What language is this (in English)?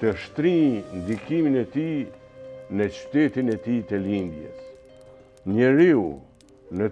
Albanian